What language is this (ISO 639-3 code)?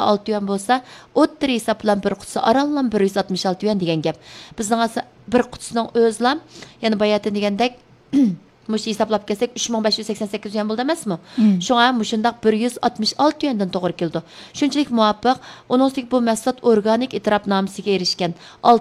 uig